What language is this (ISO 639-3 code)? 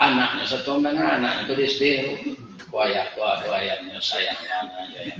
min